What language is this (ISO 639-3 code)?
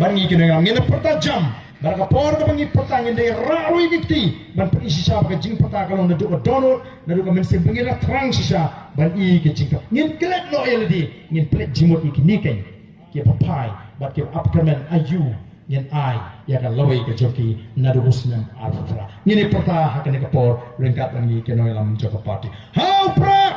kha